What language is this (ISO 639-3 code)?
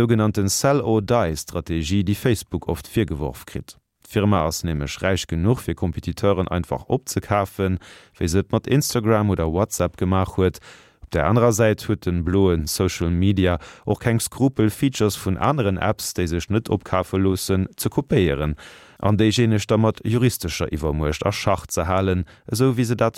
ltz